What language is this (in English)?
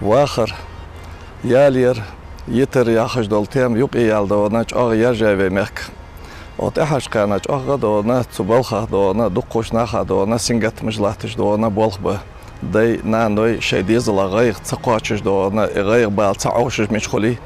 Ingush